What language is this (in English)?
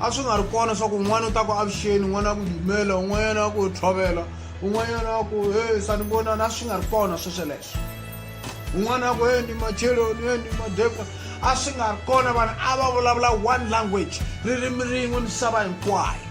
Tsonga